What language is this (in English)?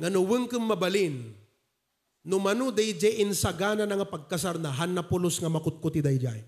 Iloko